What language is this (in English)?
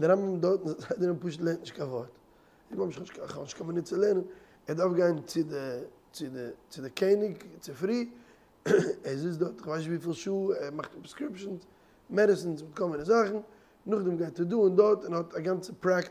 Yiddish